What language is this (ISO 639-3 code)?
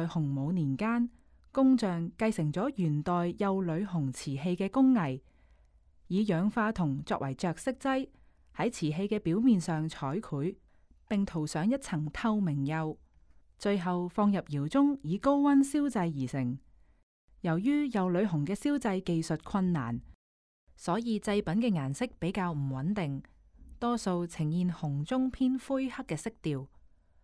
yue